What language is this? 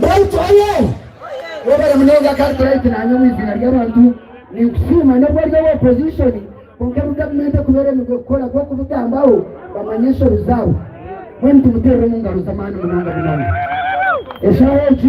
Nyankole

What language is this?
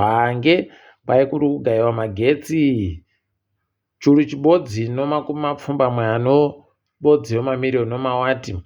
Ndau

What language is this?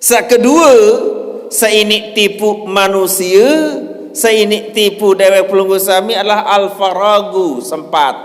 Sasak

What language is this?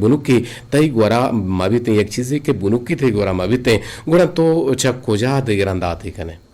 Eastern Balochi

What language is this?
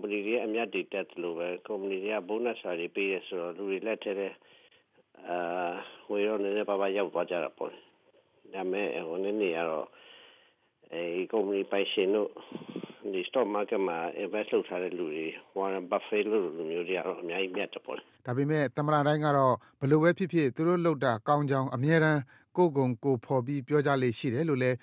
Burmese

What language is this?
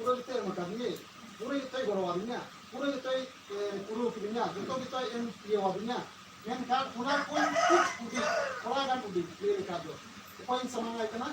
Santali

